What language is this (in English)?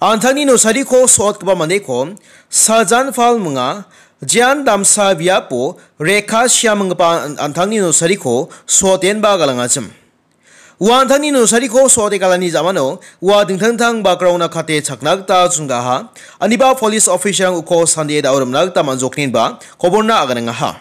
Garo